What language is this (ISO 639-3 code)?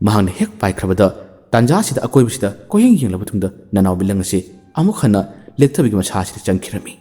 mni